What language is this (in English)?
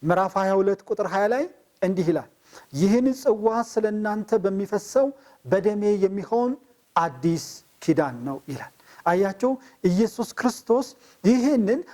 Amharic